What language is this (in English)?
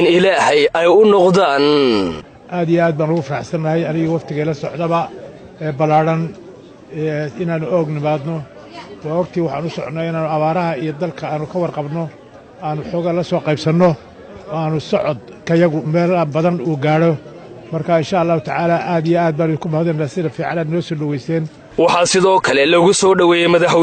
Somali